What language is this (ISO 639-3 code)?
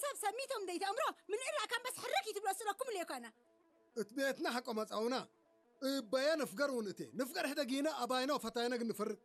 tir